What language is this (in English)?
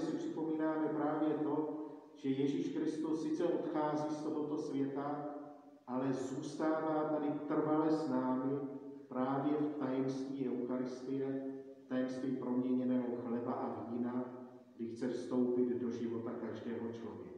Czech